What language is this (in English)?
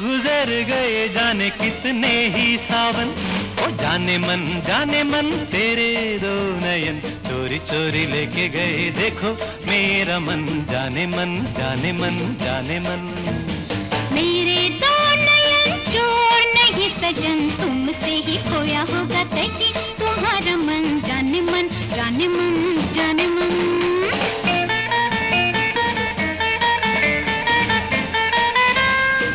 Hindi